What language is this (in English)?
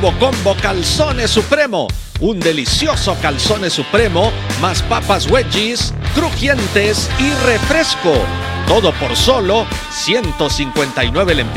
Spanish